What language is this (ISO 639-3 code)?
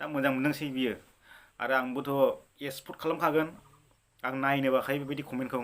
brx